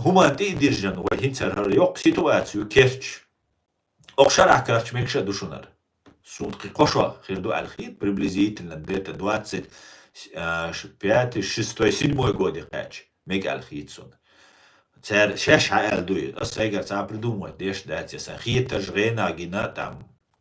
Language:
Chechen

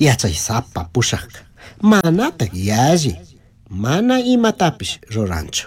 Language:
Chimborazo Highland Quichua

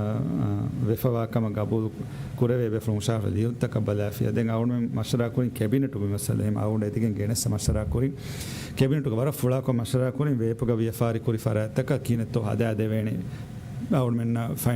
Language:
Divehi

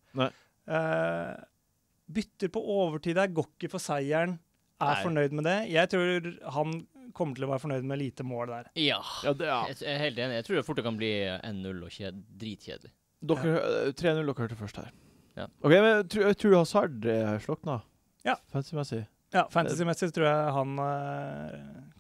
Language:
Norwegian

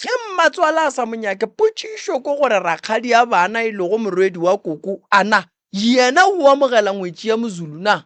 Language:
Northern Sotho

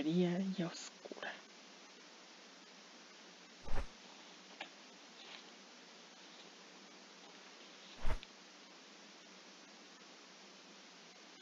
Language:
Spanish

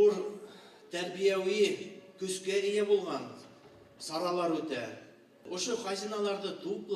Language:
Bashkir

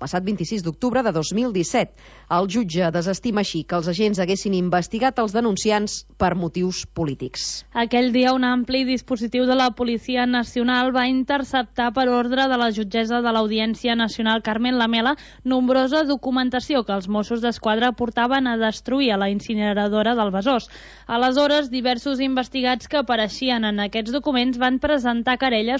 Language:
Catalan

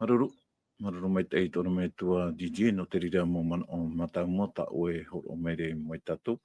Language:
Tahitian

